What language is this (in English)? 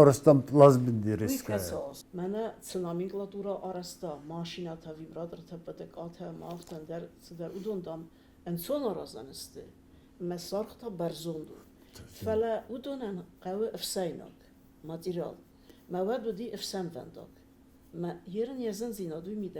Ossetic